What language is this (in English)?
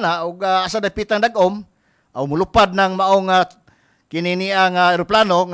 Cebuano